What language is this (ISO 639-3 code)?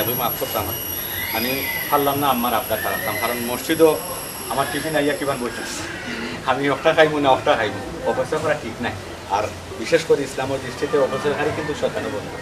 syl